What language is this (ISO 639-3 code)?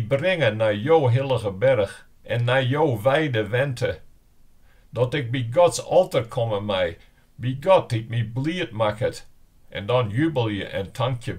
fry